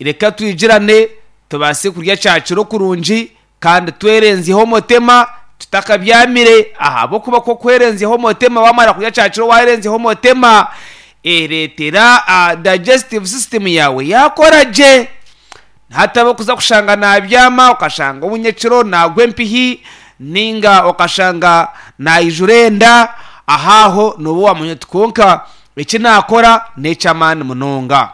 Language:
Nyankole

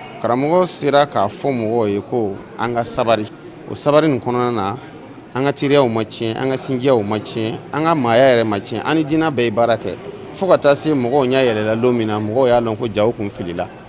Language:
Bambara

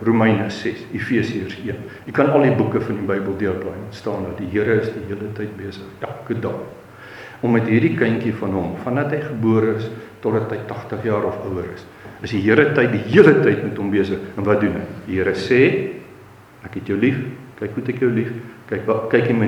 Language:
Afrikaans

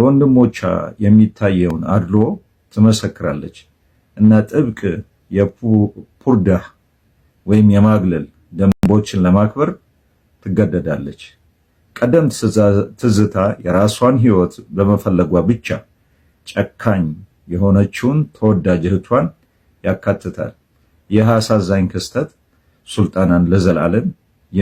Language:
Amharic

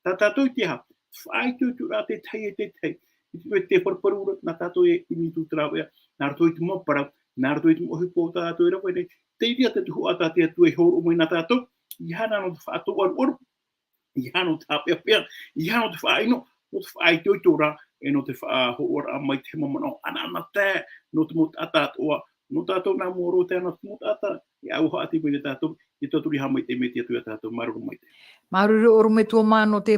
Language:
Tahitian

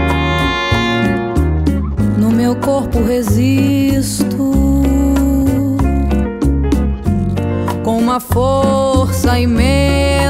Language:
Portuguese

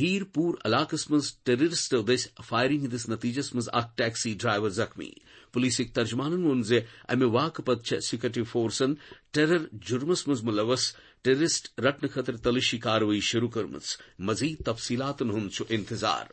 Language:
Kashmiri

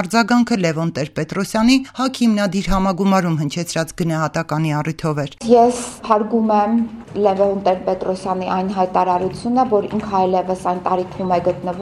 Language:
Armenian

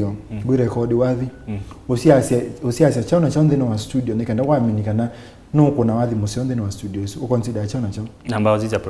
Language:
Kamba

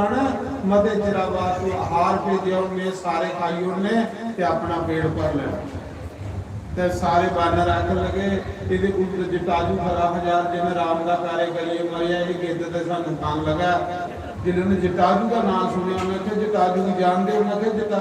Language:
Dogri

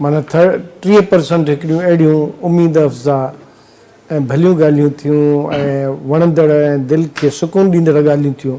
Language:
Sindhi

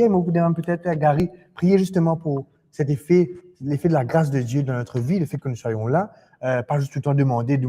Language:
Morisyen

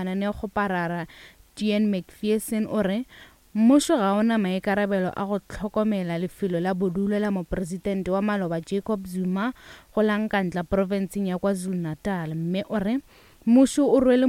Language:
Northern Sotho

